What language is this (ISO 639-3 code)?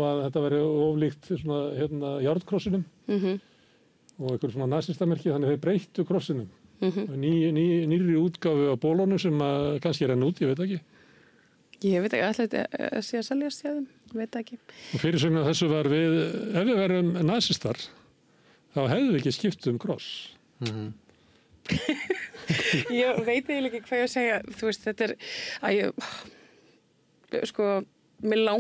isl